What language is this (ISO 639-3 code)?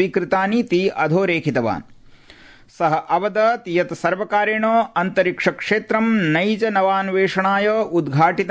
san